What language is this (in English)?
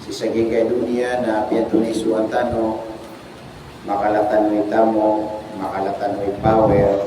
Maranao